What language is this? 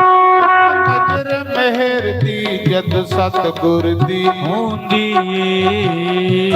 Dogri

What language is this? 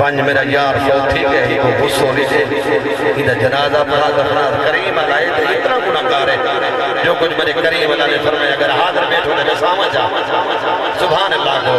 Saraiki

